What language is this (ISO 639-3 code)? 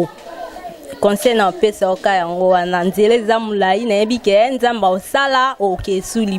lin